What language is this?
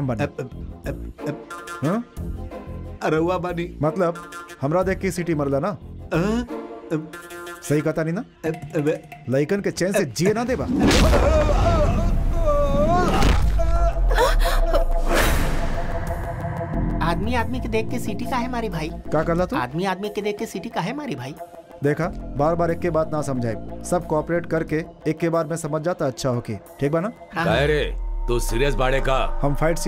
Bhojpuri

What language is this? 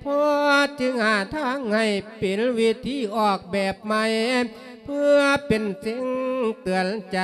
Lao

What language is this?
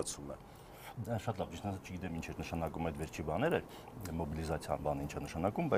Armenian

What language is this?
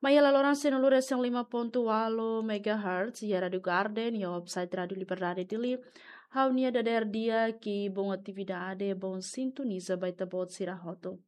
Tetum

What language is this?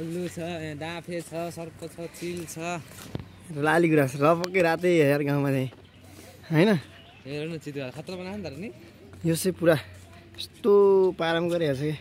Nepali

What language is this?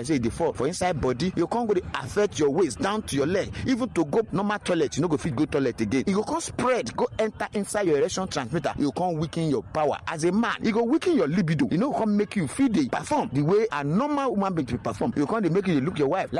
Nigerian Pidgin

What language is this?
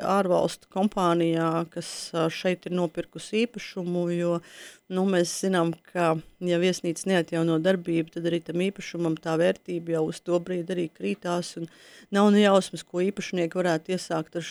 Latvian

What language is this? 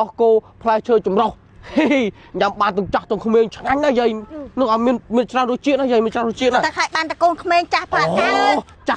Khmer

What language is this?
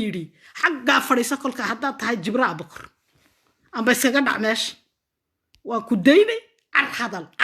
Somali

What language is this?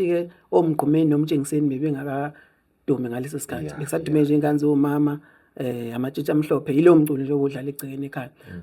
Zulu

